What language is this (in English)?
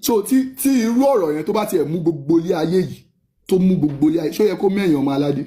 Yoruba